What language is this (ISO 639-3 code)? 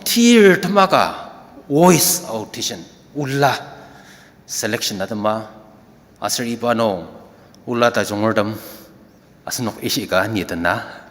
njo